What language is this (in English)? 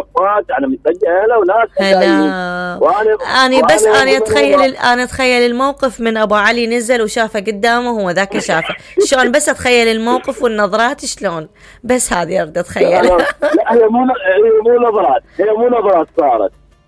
Mesopotamian Arabic